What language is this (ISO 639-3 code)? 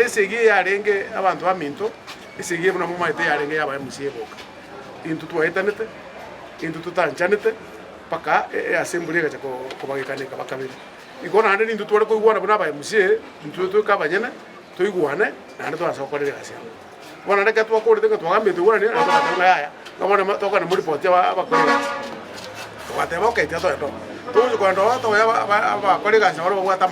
guz